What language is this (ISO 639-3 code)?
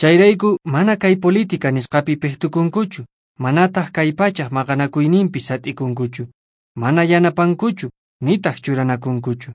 que